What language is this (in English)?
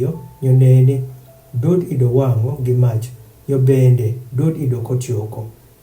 Adhola